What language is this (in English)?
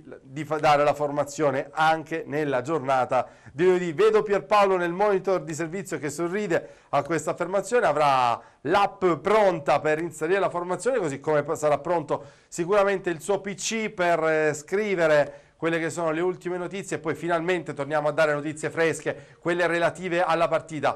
Italian